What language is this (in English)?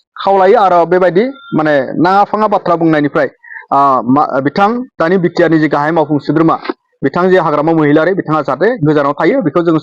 Bodo